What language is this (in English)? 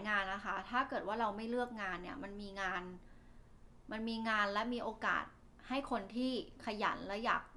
Thai